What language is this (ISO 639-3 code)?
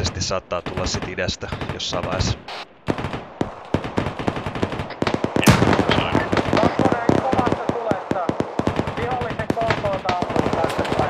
fin